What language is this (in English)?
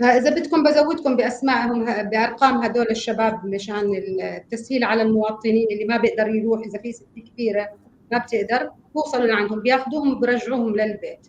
North Levantine Arabic